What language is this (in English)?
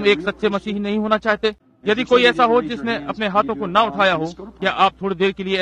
Hindi